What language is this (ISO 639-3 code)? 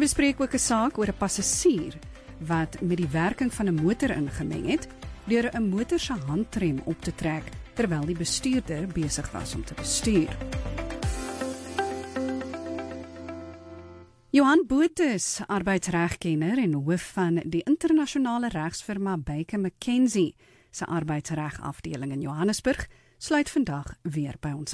afr